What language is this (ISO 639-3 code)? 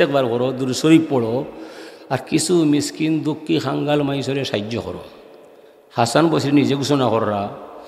syl